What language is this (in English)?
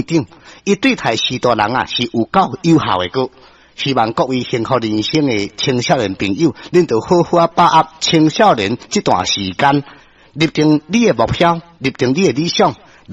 Min Nan Chinese